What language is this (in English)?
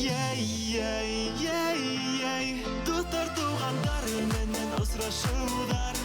Bashkir